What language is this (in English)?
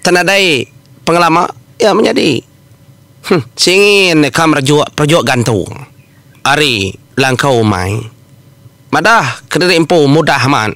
Iban